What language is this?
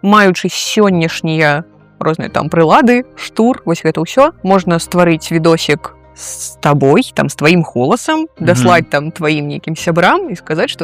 Belarusian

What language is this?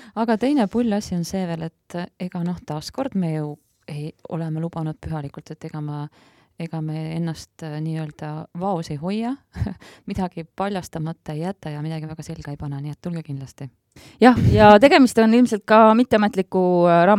Estonian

